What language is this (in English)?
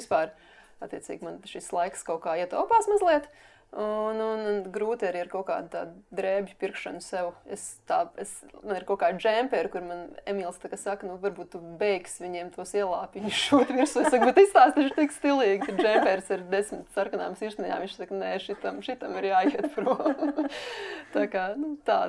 Latvian